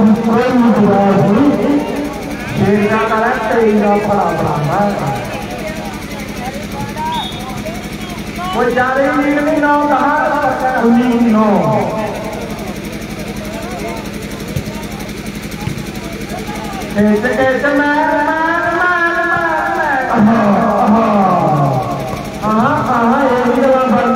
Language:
Punjabi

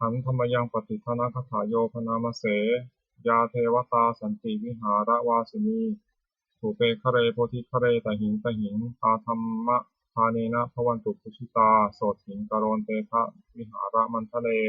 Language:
Pali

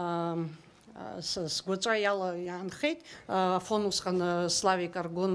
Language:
Abkhazian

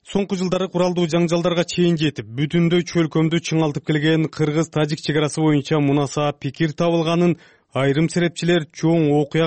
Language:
Kyrgyz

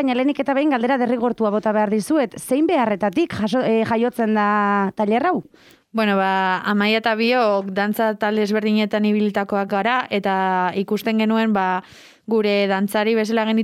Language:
Basque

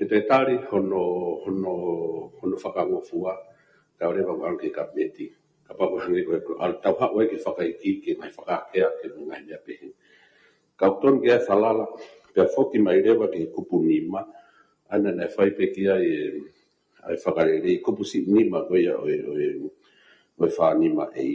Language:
Tongan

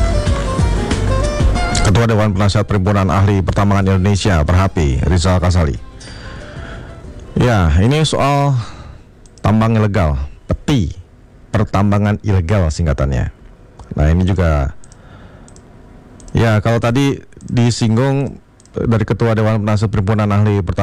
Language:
Indonesian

